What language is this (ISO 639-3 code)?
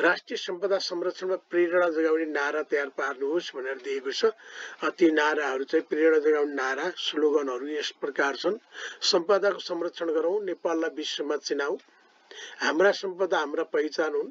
nep